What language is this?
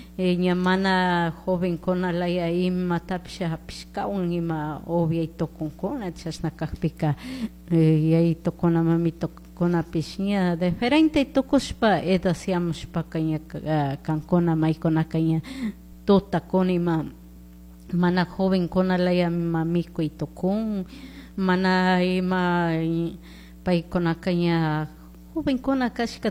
Chimborazo Highland Quichua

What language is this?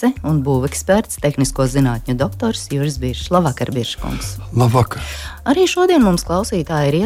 Latvian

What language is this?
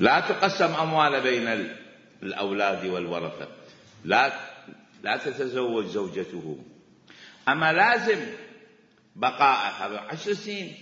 Mesopotamian Arabic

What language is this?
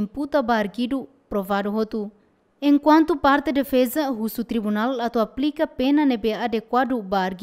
Tetum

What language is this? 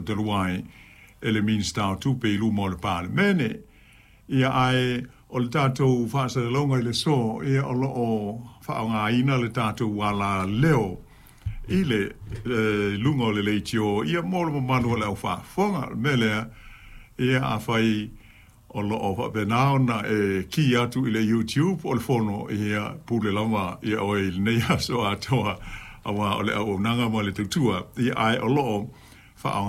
Samoan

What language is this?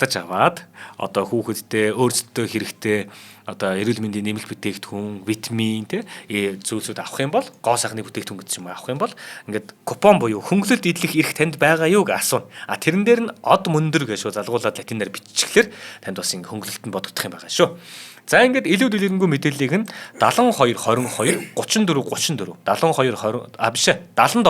Mongolian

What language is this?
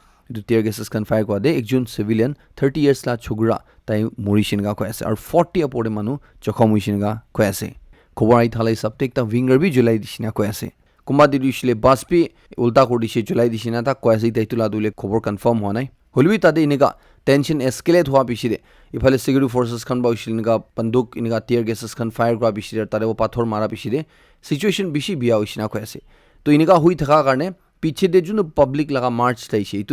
Naga Pidgin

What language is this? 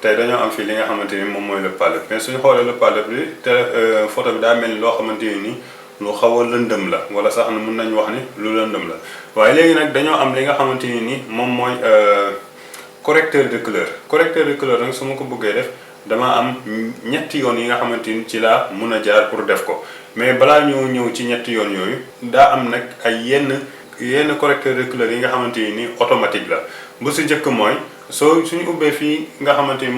Wolof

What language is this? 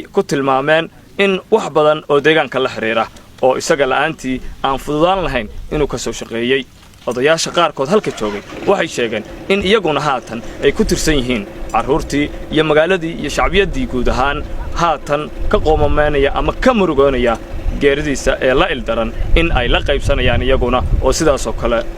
Somali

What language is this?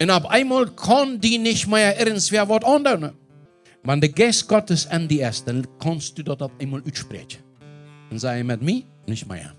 Plautdietsch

